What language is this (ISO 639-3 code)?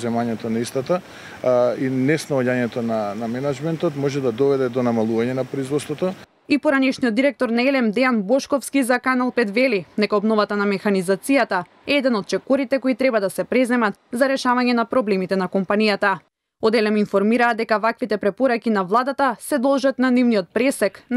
mkd